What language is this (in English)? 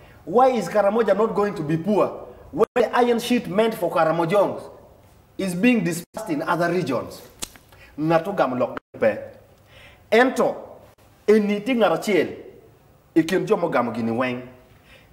Acoli